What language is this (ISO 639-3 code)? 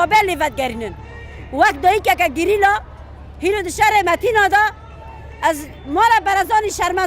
kur